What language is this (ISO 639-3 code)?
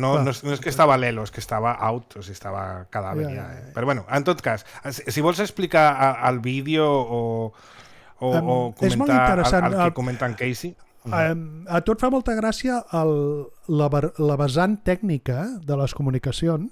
cat